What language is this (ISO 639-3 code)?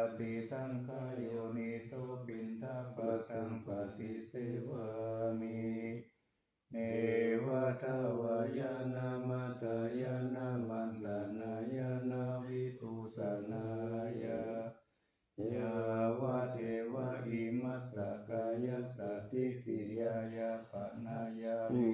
pli